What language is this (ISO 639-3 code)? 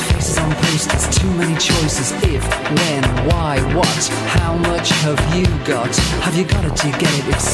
eng